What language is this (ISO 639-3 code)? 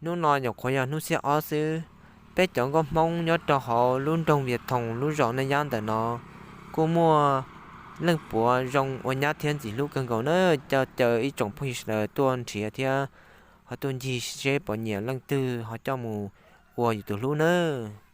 hmn